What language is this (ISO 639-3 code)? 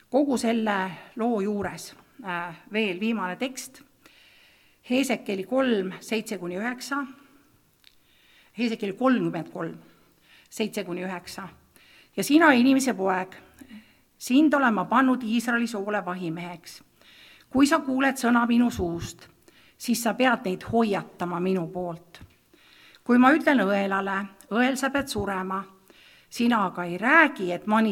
est